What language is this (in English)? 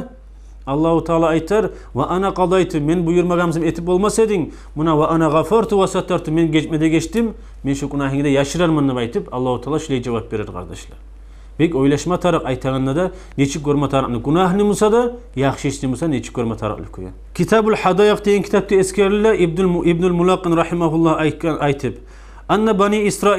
Kumyk